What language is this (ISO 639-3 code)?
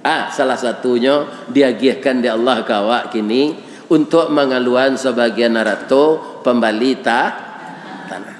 min